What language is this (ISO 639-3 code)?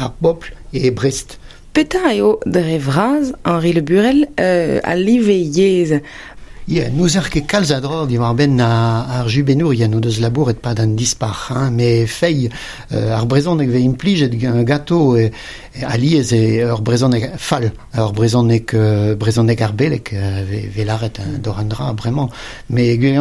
bre